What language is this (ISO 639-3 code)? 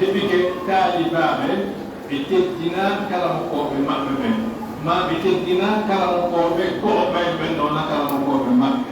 ful